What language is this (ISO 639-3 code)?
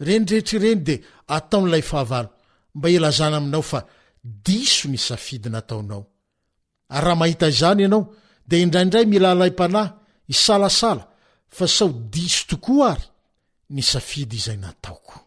mlg